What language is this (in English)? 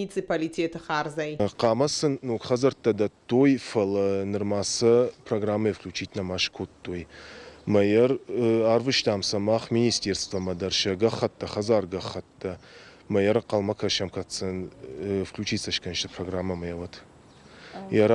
Ossetic